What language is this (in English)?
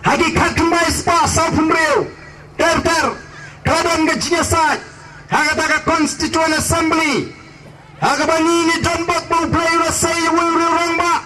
Khasi